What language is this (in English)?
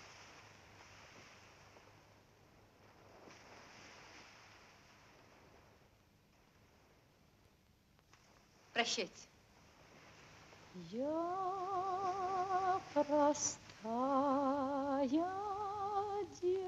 Russian